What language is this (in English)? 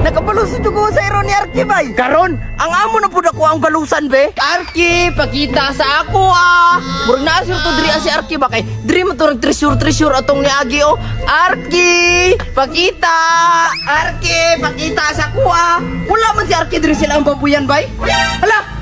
Cebuano